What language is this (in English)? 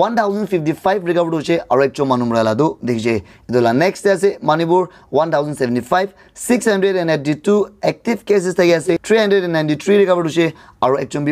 Naga Pidgin